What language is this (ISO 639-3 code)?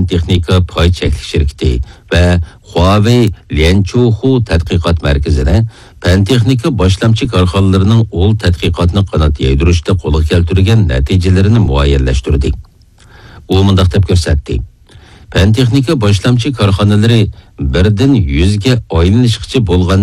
uig